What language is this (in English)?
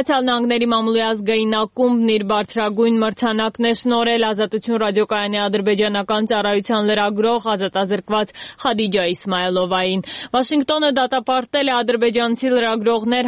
Armenian